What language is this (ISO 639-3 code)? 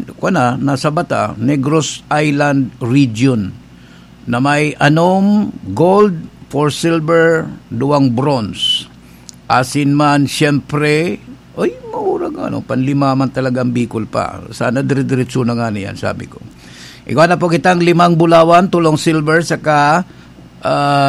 bik